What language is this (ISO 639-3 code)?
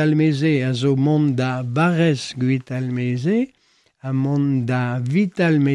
bre